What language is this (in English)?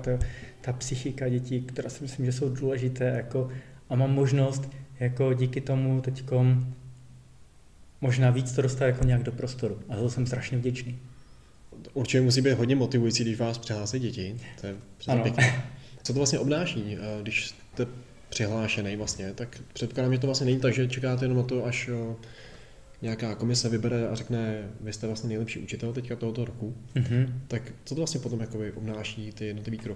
Czech